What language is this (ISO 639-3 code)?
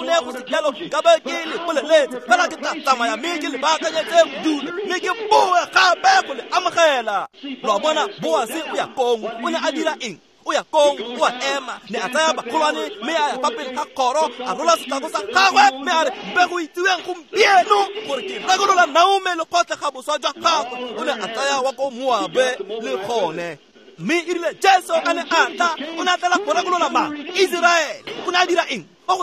tsn